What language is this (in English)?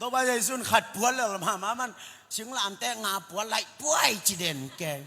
Tedim Chin